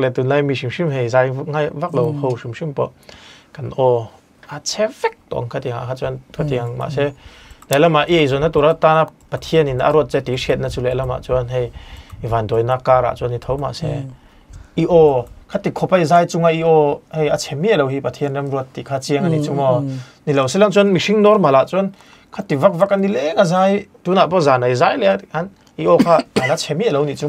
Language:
Mizo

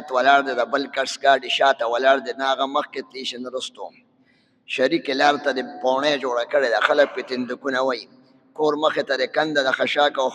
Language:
Pashto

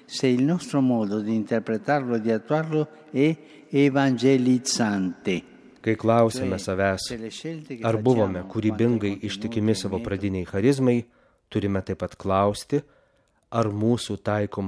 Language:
Lithuanian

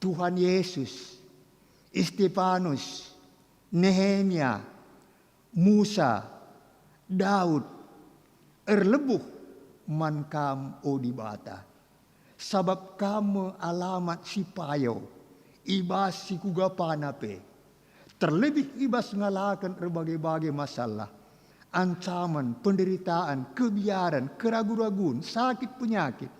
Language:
Batak Karo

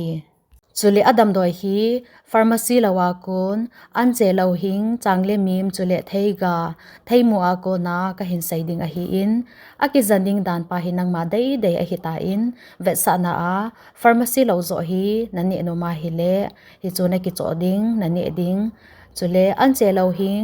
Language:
Thado Chin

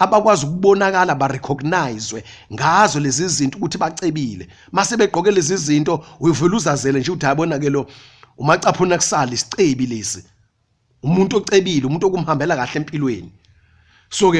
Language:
Zulu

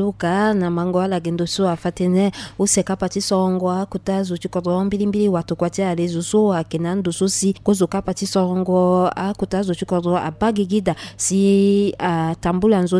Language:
Sango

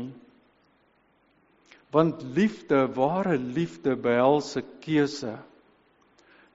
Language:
Afrikaans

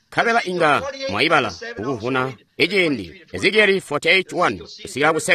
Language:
Tonga (Zambia)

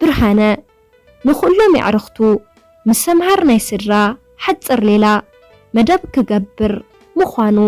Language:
Tigrinya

